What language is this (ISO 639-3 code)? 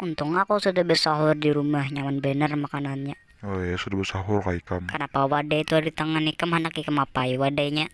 bjn